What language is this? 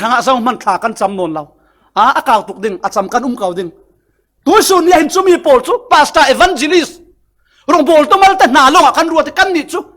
Falam Chin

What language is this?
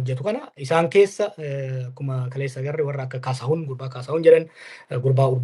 Oromo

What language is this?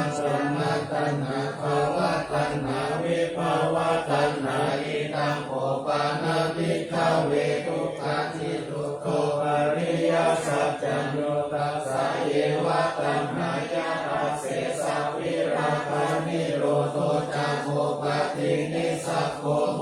Pali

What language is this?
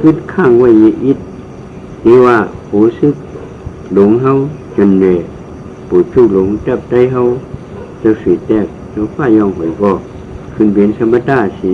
Shan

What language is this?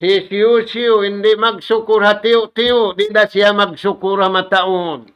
Tausug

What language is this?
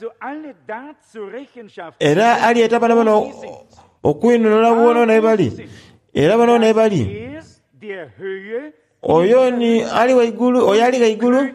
Soga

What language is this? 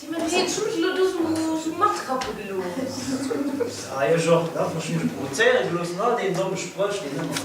Luxembourgish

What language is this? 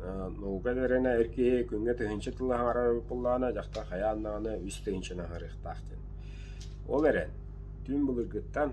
Yakut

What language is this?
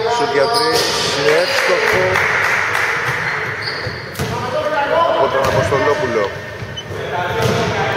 Greek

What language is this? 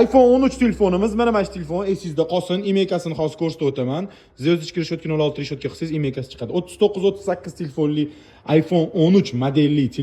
Uzbek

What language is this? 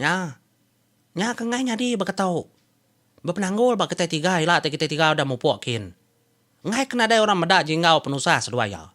Iban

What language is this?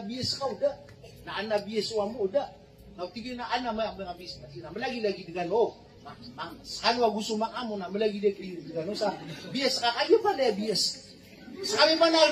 Maranao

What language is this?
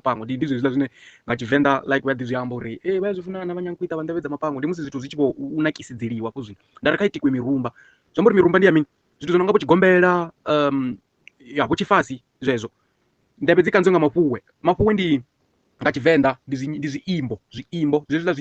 Venda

